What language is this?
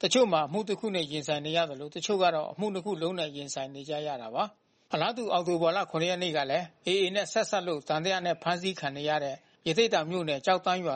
Burmese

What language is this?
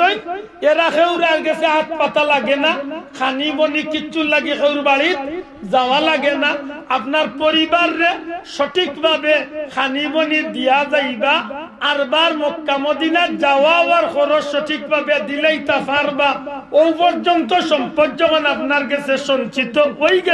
Sylheti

